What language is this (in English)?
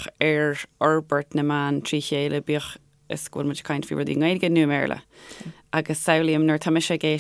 Irish